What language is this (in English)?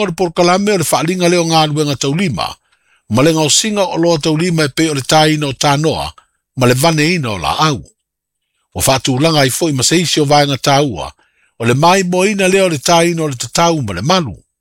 Samoan